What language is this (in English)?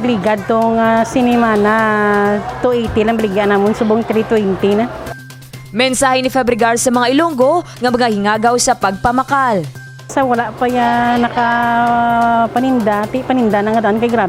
Hiligaynon